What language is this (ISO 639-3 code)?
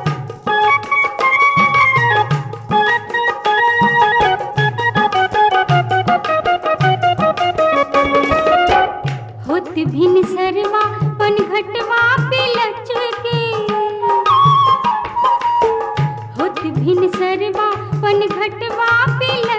bho